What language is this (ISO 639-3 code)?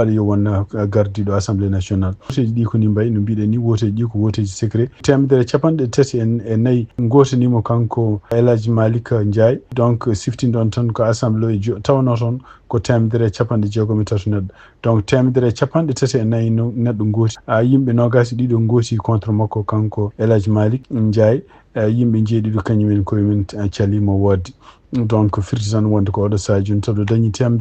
ful